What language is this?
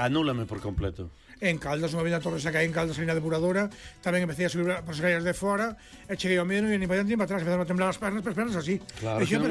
Galician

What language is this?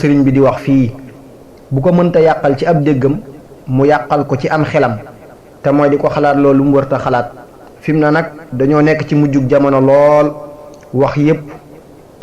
Wolof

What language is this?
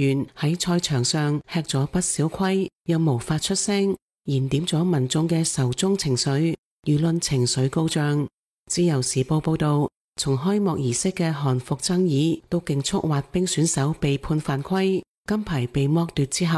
Cantonese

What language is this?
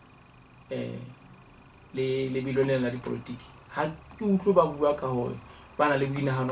Southern Sotho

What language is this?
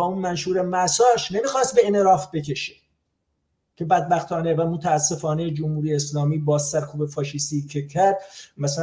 Persian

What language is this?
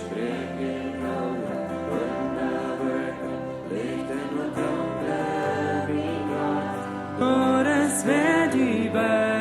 Plautdietsch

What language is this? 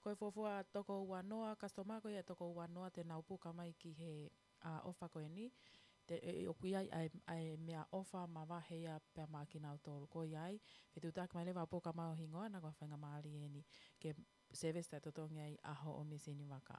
Tongan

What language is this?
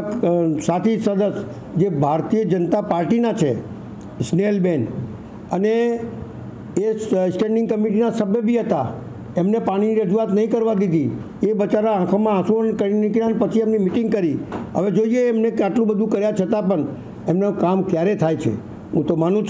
Gujarati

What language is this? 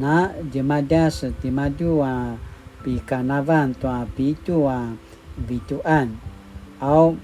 Paiwan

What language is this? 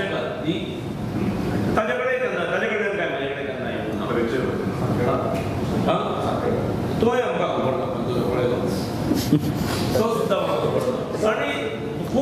Konkani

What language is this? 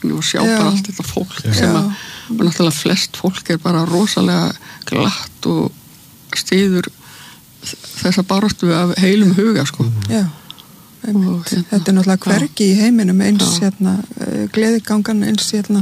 Icelandic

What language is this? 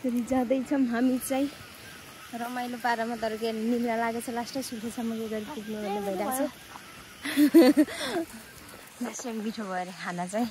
Nepali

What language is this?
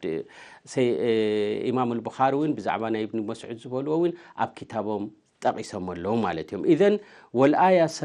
Tigrinya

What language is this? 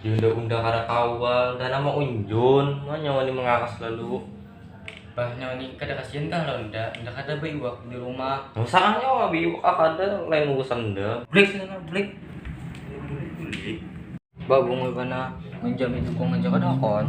Banjar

